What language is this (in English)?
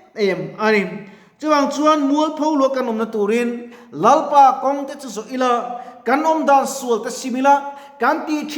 Mizo